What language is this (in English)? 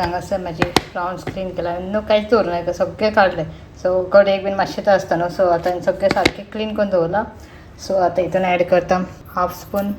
Konkani